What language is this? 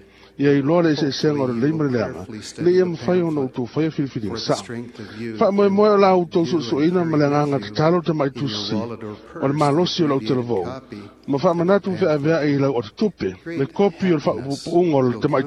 Samoan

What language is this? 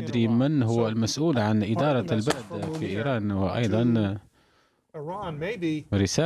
Arabic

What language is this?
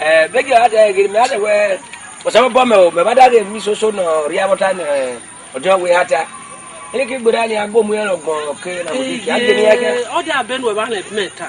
Esan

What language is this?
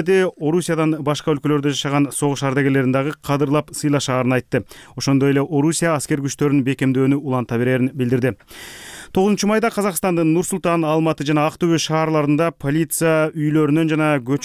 Kyrgyz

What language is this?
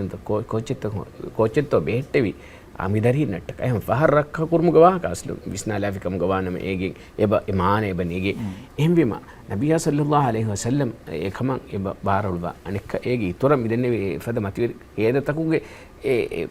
Divehi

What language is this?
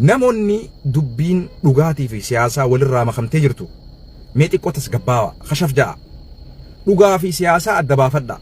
Oromo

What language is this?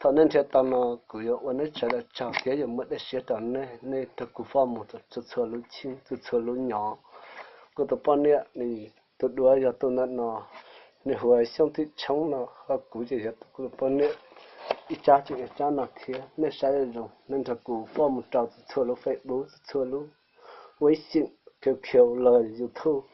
Hmong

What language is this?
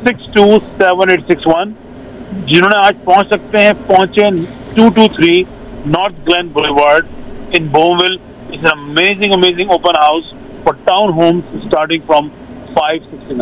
Punjabi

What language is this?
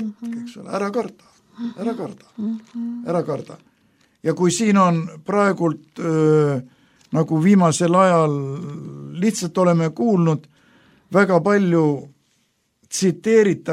Estonian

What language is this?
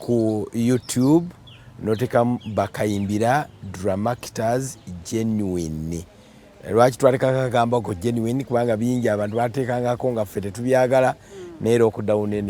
Ganda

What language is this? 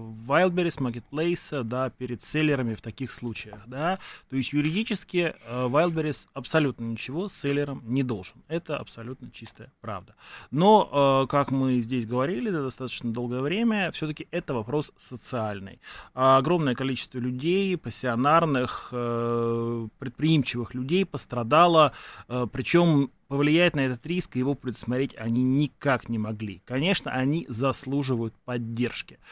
Russian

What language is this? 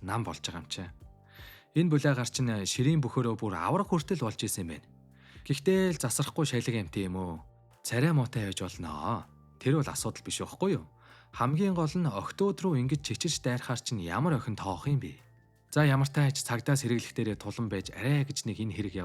Mongolian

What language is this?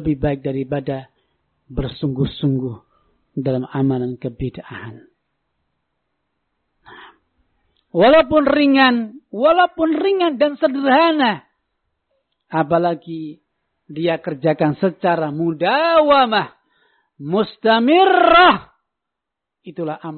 Indonesian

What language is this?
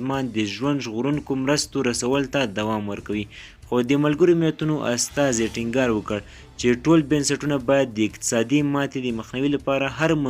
Pashto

